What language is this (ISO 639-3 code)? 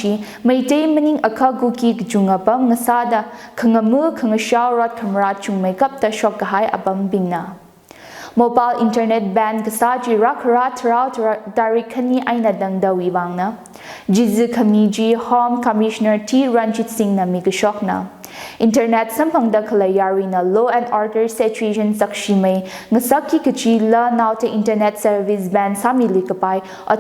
nmf